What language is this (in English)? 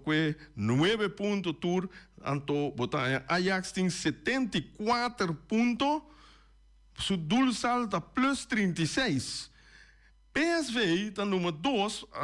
Papiamento